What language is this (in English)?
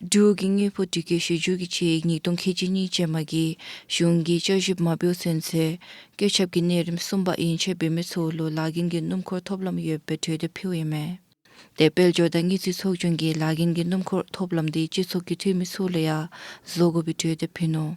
Dzongkha